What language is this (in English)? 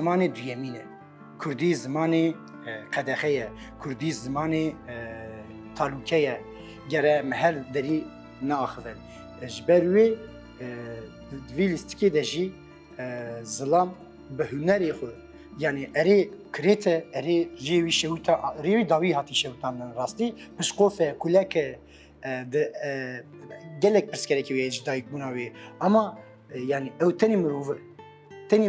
Kurdish